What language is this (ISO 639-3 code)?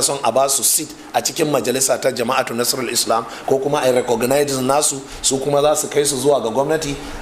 hau